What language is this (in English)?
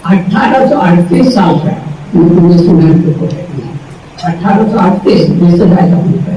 Santali